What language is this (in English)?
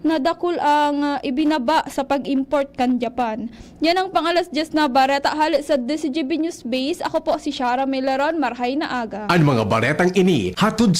Bikol